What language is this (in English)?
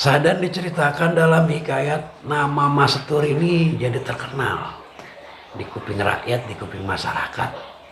Betawi